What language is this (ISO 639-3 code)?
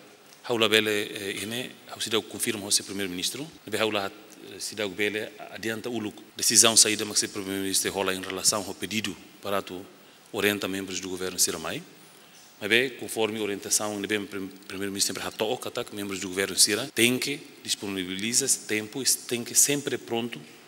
tet